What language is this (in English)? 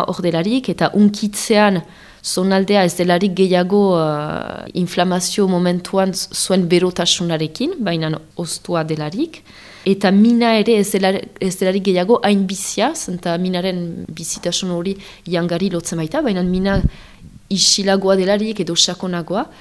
Basque